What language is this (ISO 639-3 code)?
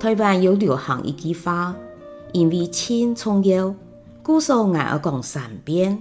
hak